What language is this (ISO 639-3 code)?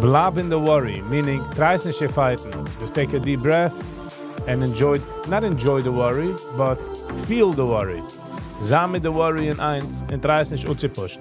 yid